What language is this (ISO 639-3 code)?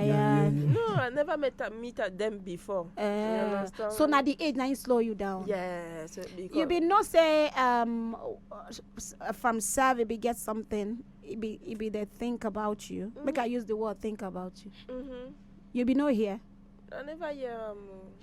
pcm